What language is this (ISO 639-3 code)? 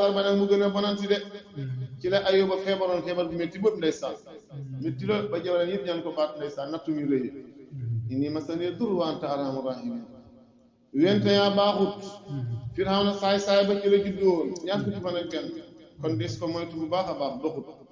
wol